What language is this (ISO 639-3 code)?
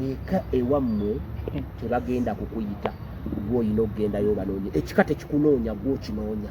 lug